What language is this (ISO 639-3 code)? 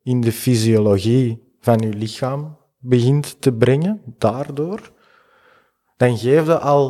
nld